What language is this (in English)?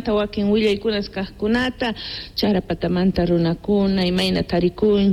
Quechua